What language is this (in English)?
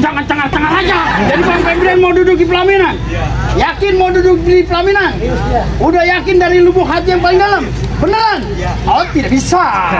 Betawi